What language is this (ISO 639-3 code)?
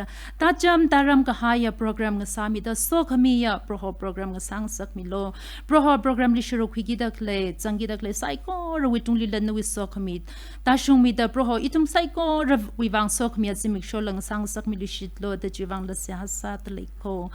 nmf